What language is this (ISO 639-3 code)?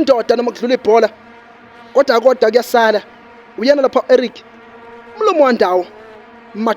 zul